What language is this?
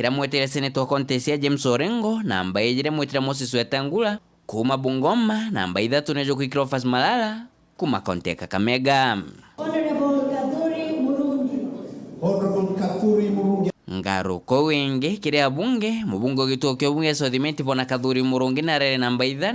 Meru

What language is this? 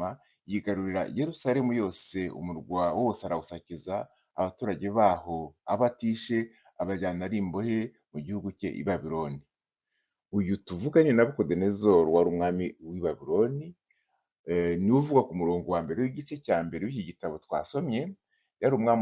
Kinyarwanda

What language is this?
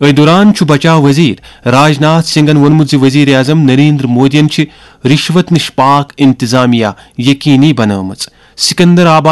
Kashmiri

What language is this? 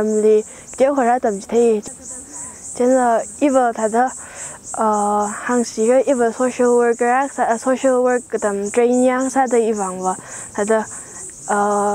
Tangkhul Naga (India)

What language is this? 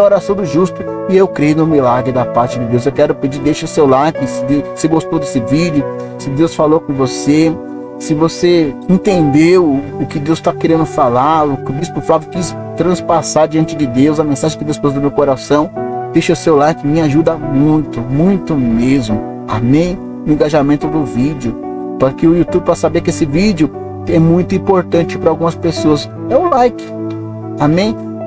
Portuguese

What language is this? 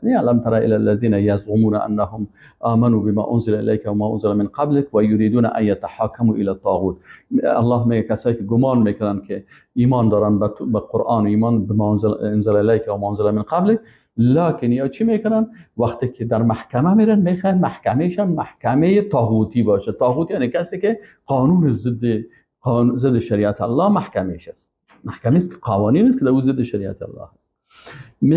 Persian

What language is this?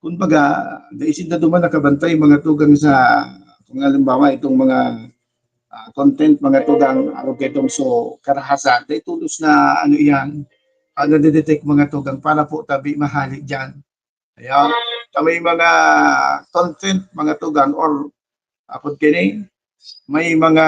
Bikol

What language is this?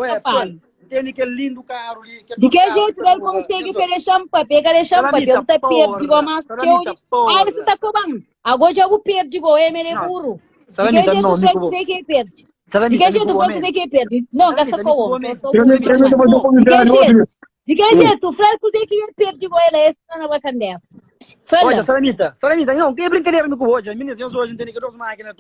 Kabuverdianu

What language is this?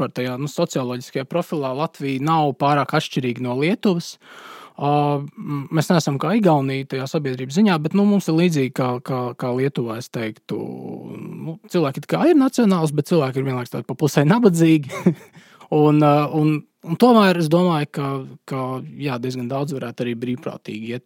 Latvian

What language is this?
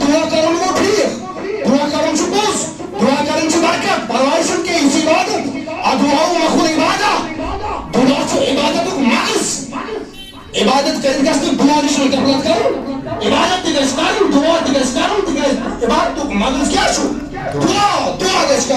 Kashmiri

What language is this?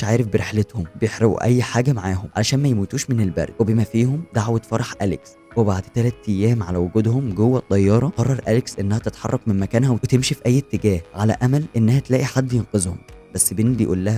Egyptian Arabic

